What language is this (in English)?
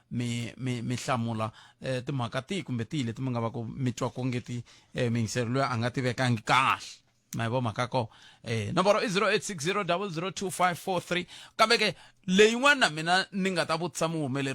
Tsonga